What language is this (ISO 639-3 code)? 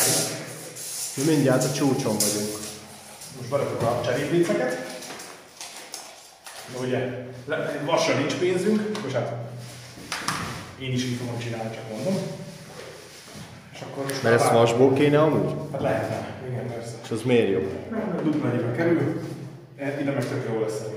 hun